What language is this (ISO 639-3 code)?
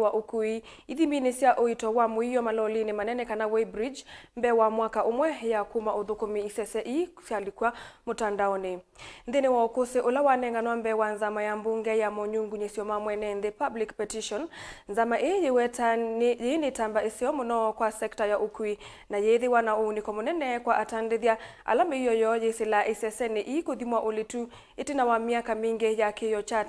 kam